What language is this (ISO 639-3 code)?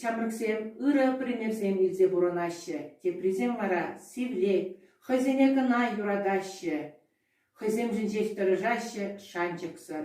chv